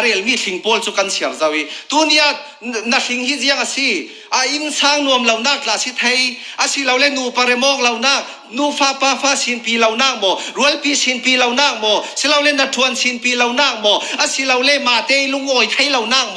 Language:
Falam Chin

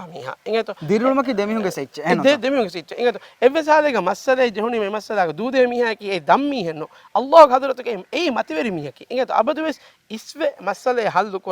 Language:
Divehi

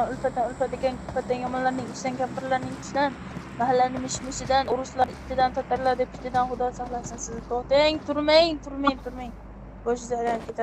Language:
Uzbek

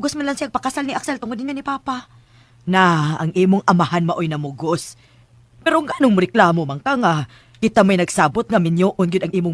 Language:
Cebuano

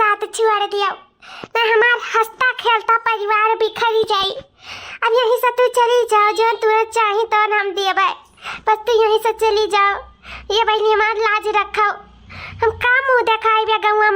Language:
Awadhi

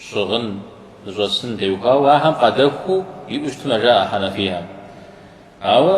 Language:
Kabardian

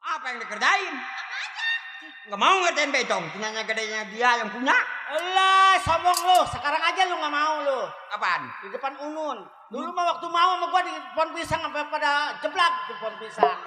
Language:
Betawi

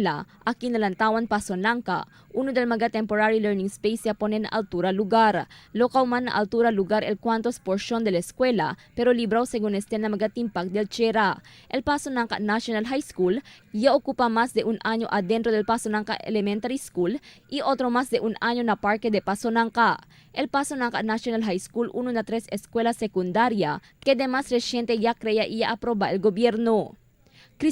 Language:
Chavacano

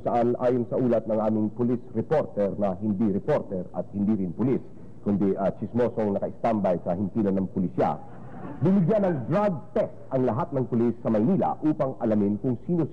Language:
Filipino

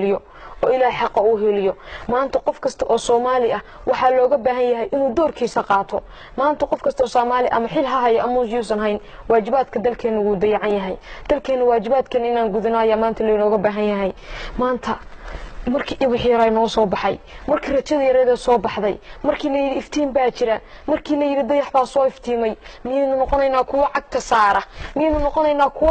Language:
Somali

